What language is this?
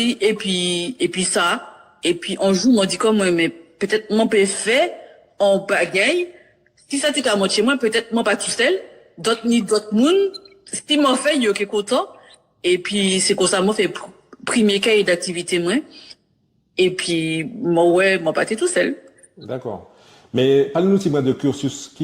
Guadeloupean Creole French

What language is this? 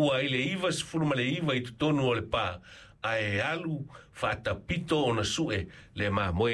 Samoan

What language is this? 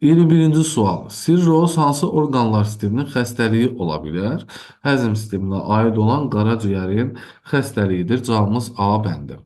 Azerbaijani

